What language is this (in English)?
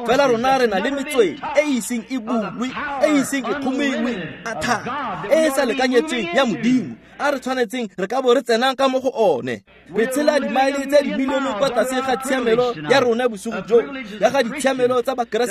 Tswana